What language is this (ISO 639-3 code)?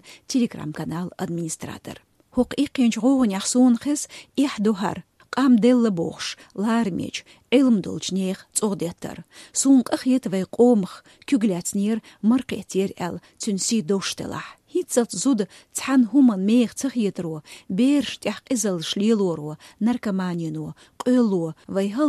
che